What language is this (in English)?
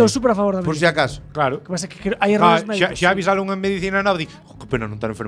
Galician